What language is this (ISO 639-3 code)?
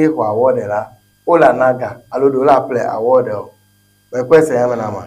ewe